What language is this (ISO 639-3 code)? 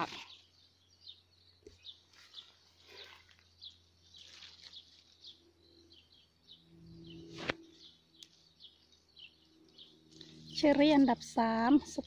tha